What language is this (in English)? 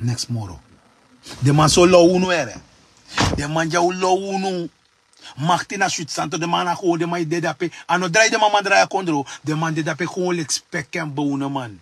Sranan Tongo